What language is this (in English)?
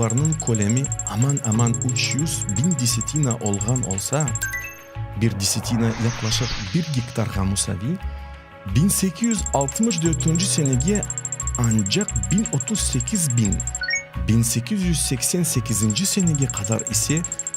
Crimean Tatar